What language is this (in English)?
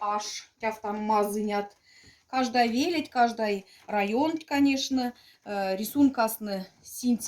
Moksha